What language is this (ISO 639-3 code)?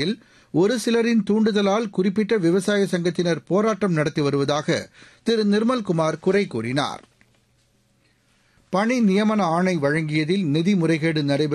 tam